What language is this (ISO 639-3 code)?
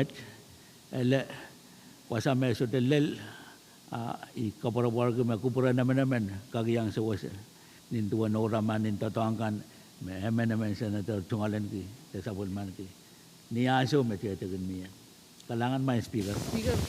pon